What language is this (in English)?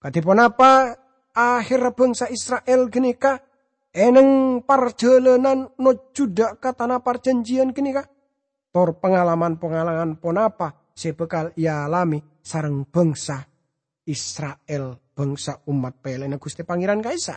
Madurese